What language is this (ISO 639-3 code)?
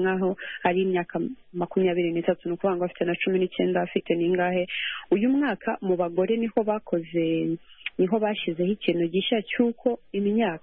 kin